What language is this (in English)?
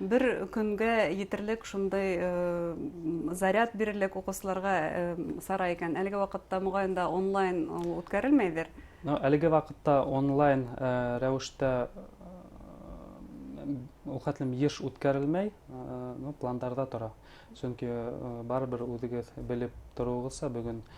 Bashkir